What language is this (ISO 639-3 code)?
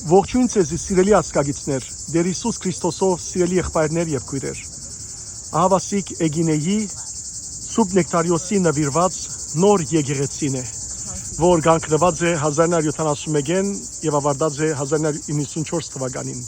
hyw